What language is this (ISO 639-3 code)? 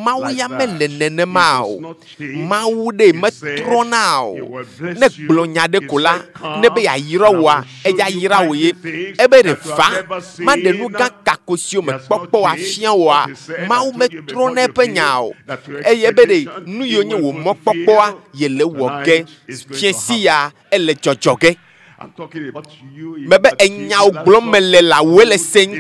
ewe